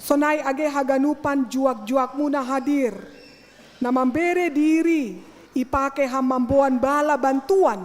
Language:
Batak Simalungun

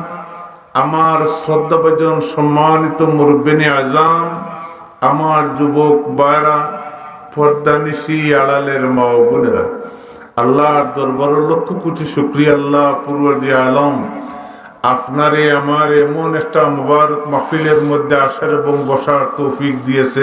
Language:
Sylheti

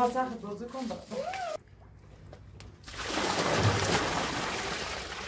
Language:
Persian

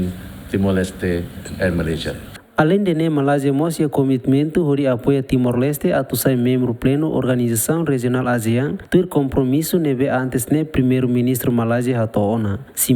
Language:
Tetum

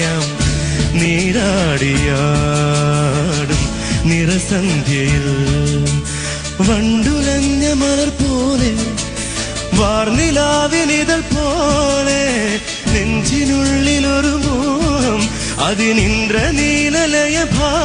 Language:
Malayalam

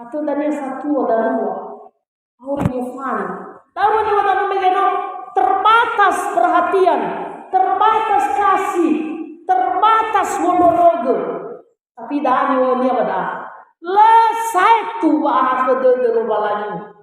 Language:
Nias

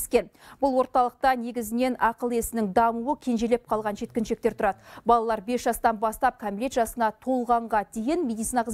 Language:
Kazakh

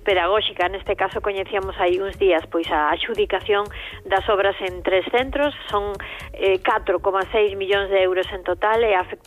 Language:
Galician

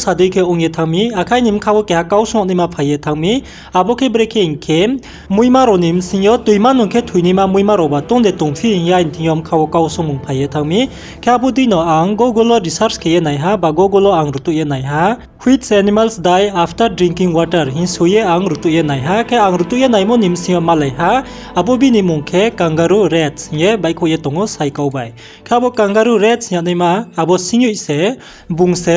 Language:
Riang (India)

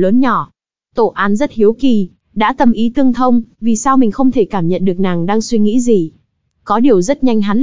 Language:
Vietnamese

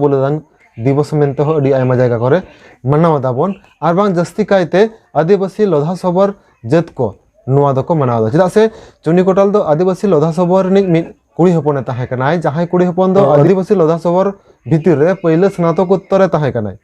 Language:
Santali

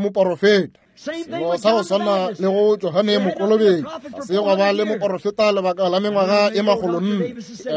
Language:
Northern Sotho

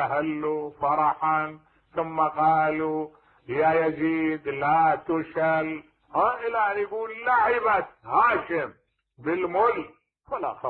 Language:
Mesopotamian Arabic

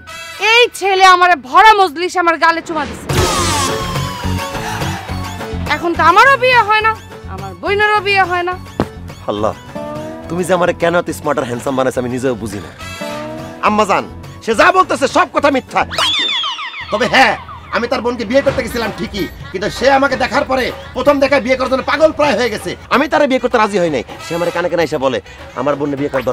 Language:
Bangla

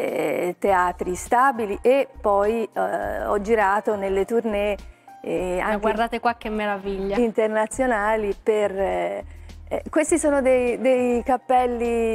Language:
Italian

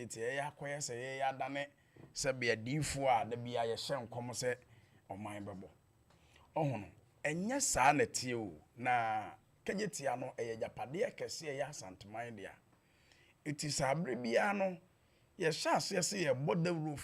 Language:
Akan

